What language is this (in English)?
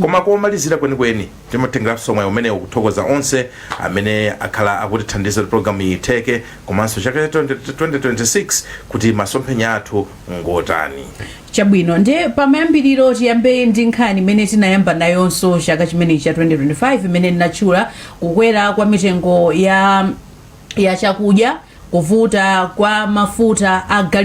Nyanja